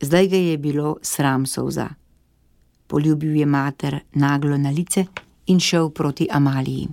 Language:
Slovenian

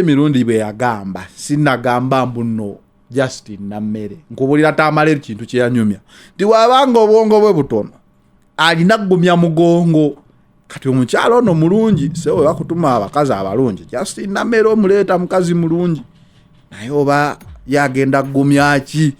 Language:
Ganda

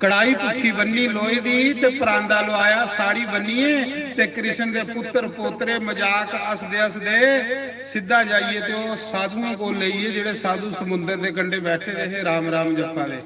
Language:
Dogri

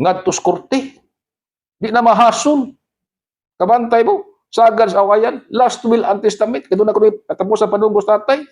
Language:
Cebuano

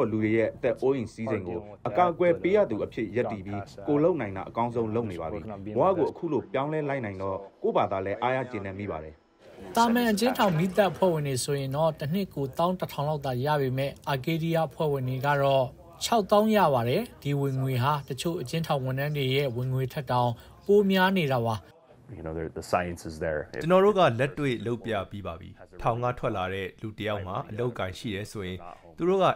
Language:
Burmese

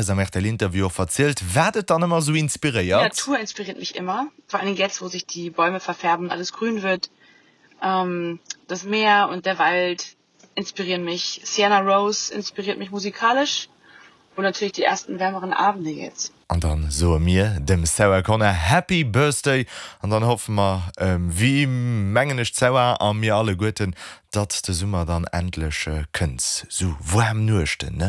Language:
Luxembourgish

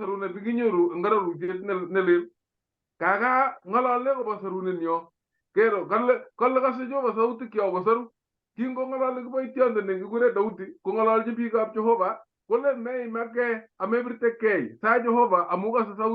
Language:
Kalenjin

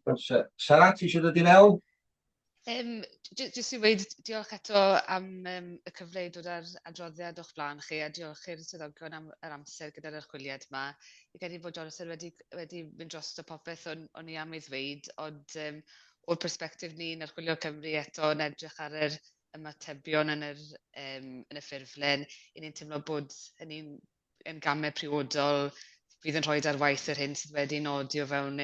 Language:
Welsh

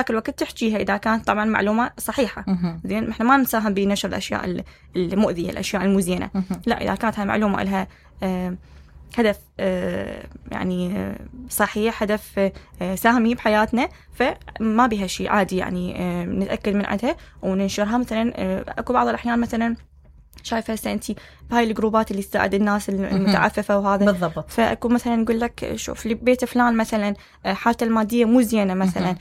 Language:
Mesopotamian Arabic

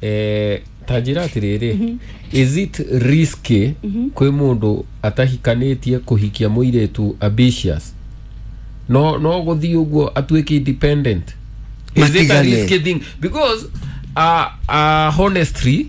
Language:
Kikuyu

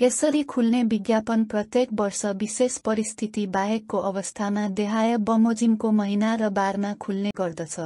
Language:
Nepali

